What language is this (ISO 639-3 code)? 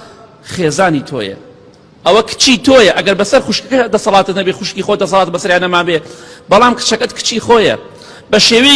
ckb